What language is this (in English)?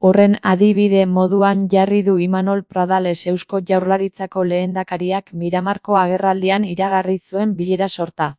Basque